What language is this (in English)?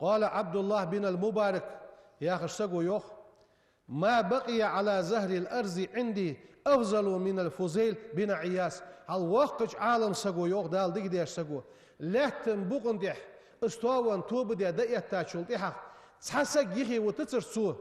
Ingush